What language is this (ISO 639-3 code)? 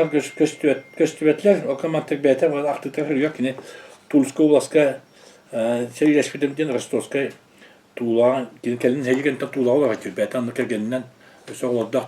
sah